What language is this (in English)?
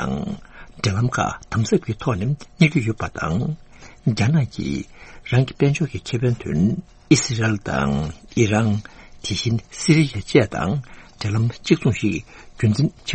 Tibetan